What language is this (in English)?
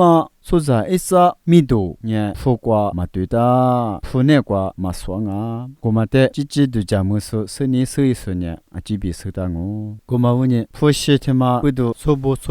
Lisu